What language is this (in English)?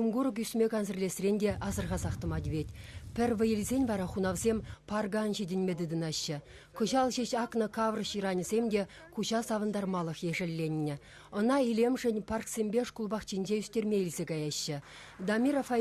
Chuvash